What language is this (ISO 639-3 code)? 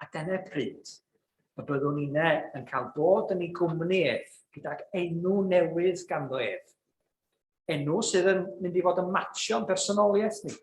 cym